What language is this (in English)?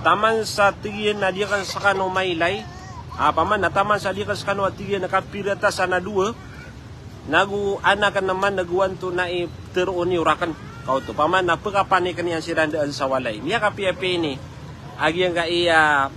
Maranao